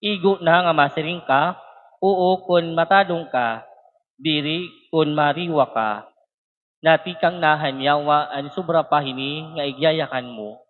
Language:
Waray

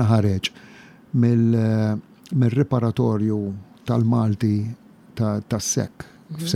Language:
Maltese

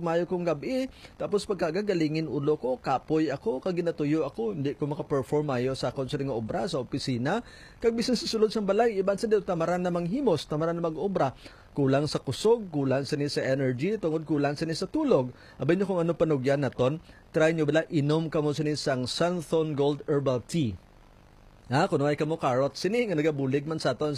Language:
Hiligaynon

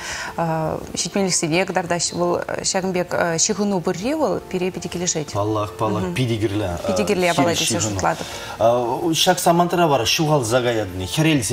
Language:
Chuvash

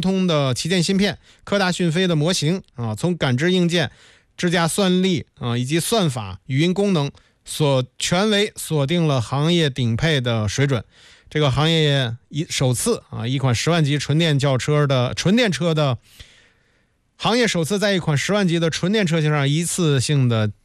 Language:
Chinese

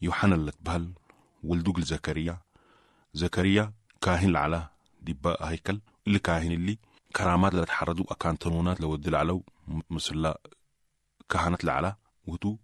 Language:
Sudanese Arabic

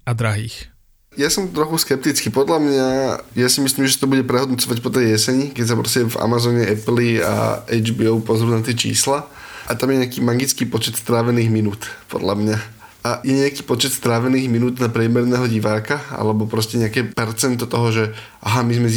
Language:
Slovak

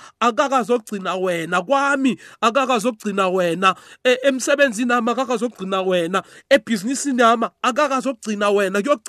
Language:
South Ndebele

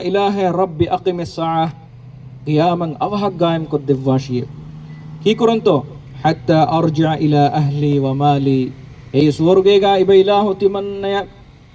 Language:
Divehi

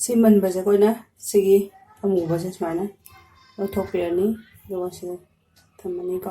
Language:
Manipuri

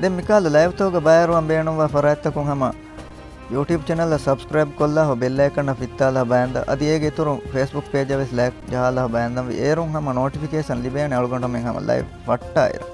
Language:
Divehi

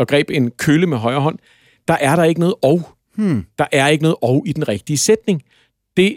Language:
Danish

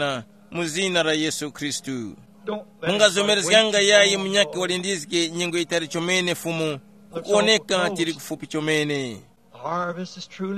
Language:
Tumbuka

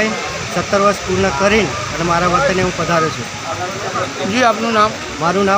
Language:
Gujarati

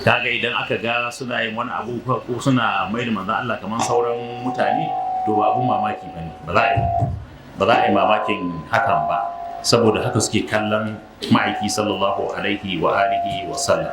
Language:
Hausa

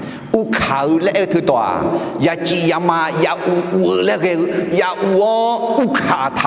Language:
Akha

